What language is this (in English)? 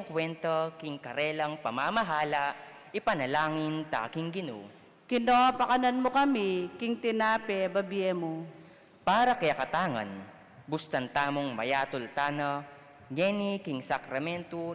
Pampanga